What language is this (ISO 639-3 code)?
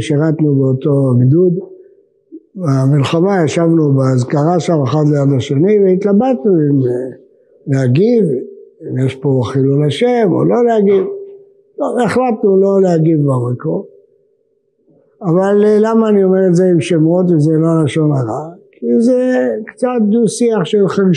heb